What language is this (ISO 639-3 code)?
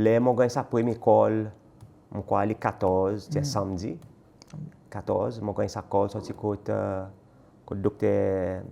crs